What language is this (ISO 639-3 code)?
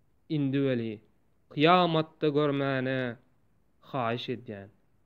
tuk